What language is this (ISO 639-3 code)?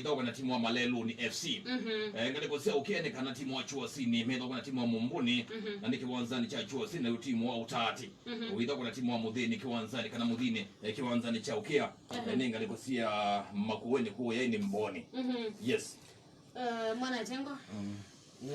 kam